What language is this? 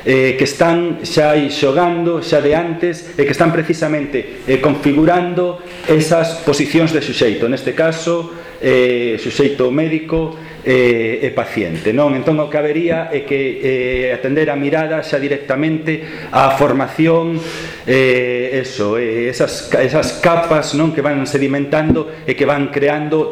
Galician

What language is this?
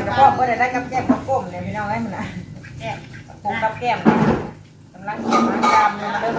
Northeastern Thai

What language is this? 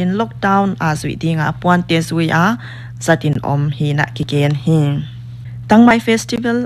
Paite Chin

